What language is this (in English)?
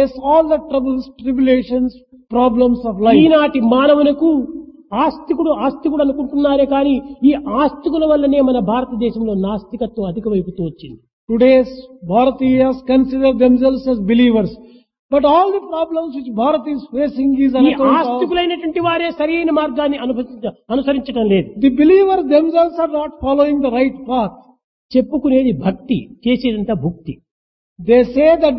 Telugu